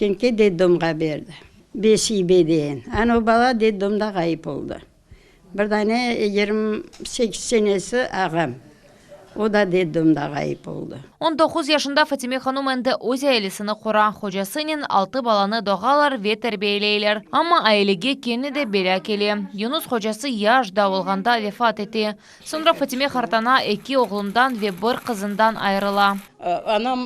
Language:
Crimean Tatar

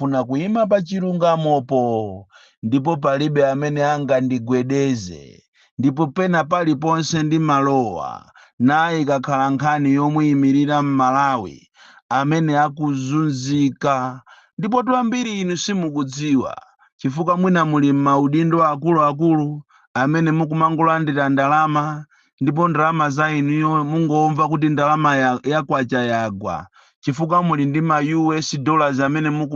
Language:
Nyanja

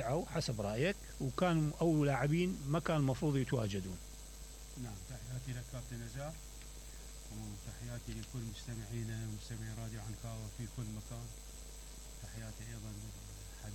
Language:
Mesopotamian Arabic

